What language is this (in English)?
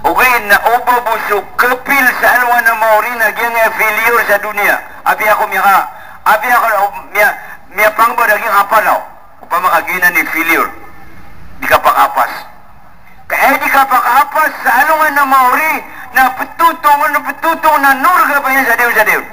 Maranao